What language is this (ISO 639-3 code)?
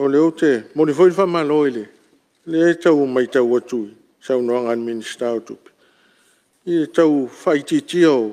smo